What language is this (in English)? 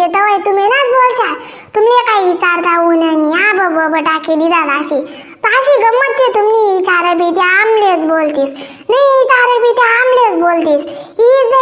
Khandesi